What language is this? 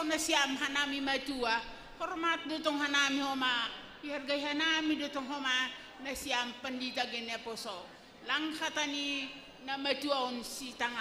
Batak Simalungun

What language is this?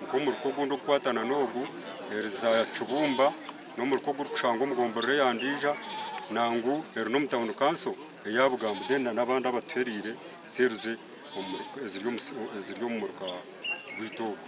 Nyankole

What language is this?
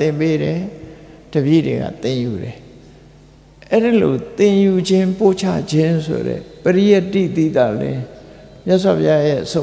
Burmese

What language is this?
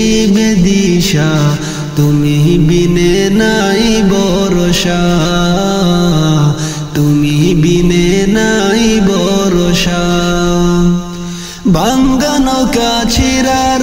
Bangla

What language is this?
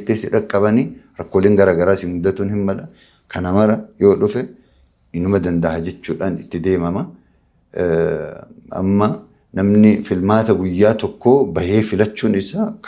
Oromo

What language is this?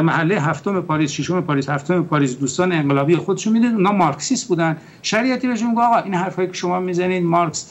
Persian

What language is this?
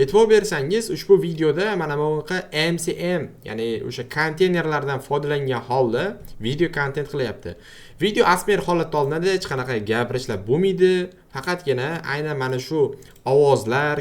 Uzbek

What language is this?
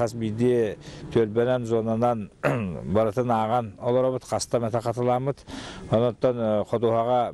Yakut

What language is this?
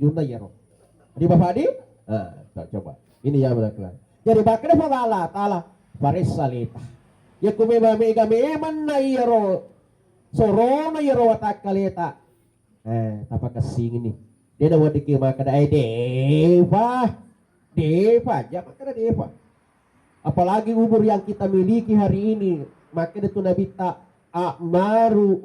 Buginese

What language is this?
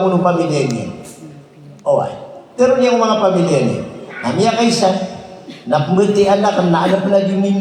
Maranao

